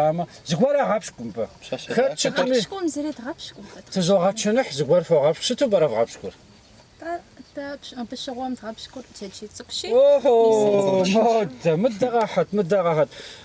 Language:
Kabardian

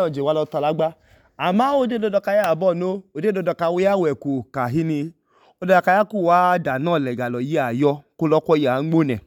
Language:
Idoma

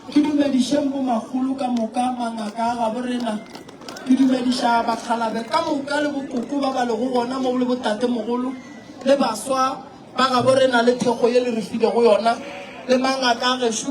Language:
Northern Sotho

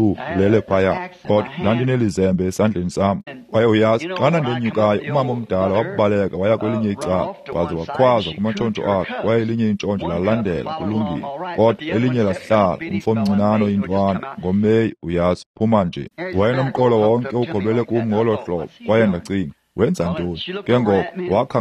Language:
Xhosa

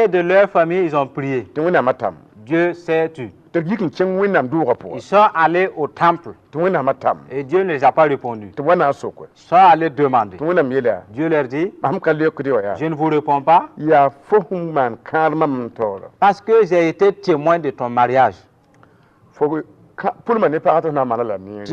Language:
Mossi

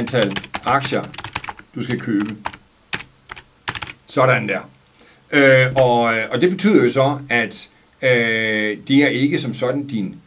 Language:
Danish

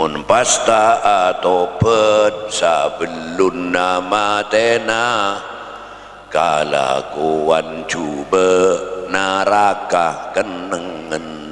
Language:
Madurese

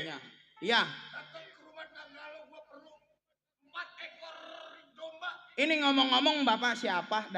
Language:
Betawi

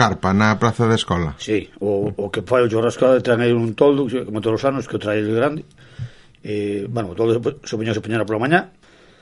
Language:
Galician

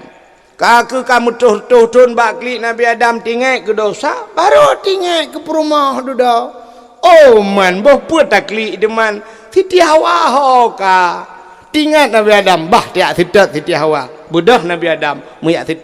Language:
Achinese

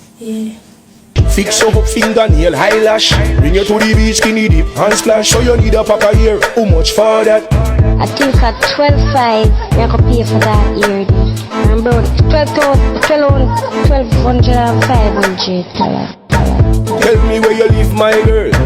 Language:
Jamaican Creole English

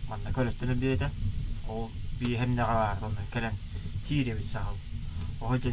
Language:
Yakut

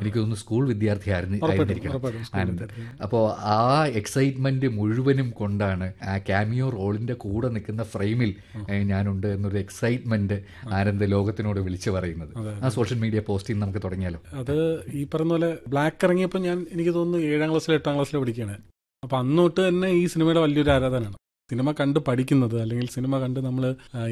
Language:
Malayalam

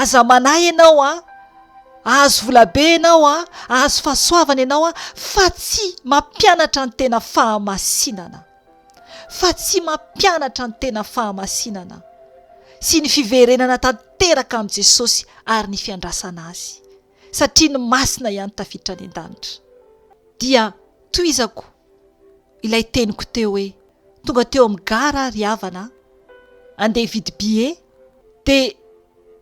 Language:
Malagasy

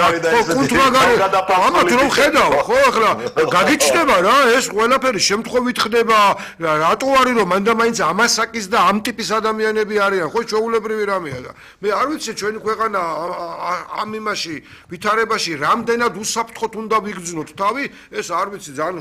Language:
Georgian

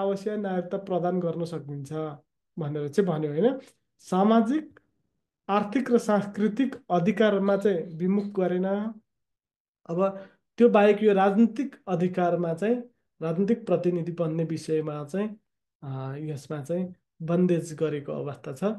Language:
Nepali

